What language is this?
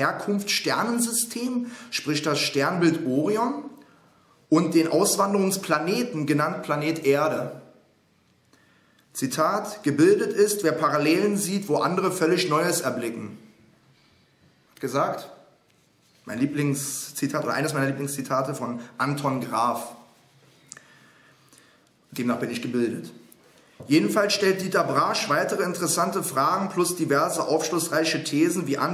German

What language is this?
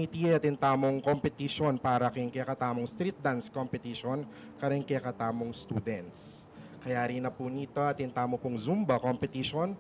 Pampanga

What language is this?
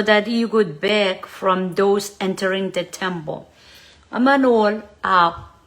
Pohnpeian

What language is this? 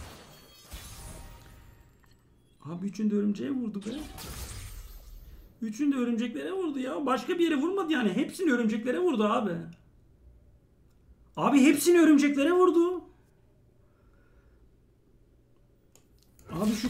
Turkish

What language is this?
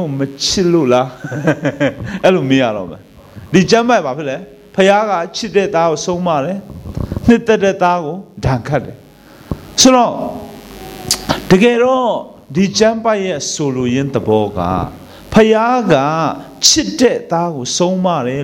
Burmese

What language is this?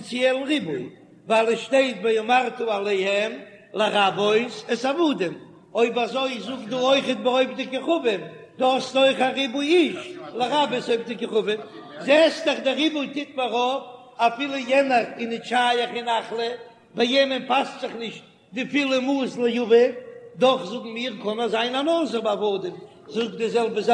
Yiddish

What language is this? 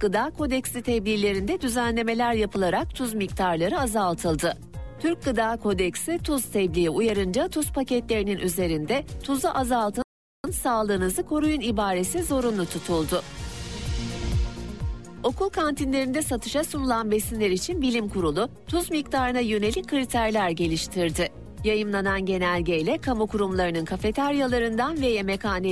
Turkish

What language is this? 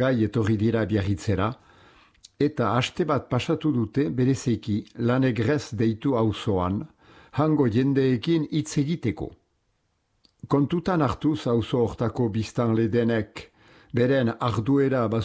Basque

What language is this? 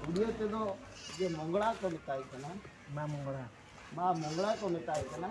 Santali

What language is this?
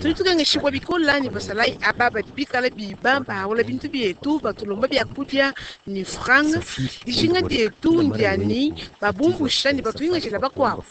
Luba-Lulua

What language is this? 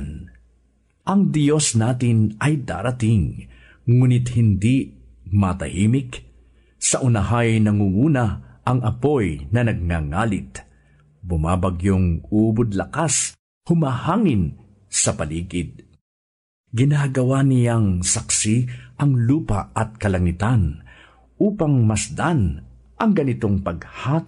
Filipino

